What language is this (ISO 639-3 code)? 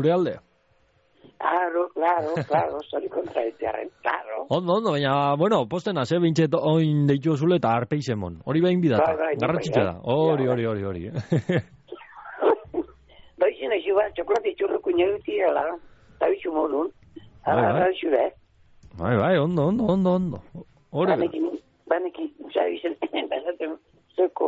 eus